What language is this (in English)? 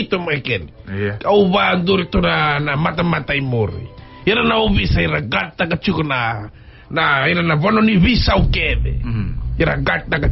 Fijian